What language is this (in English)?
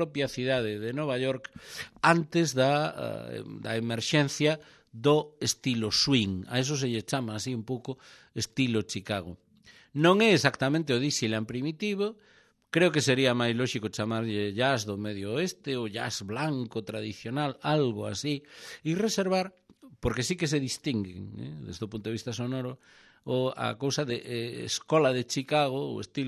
Galician